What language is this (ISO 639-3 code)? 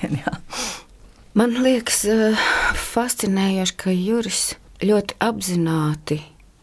lav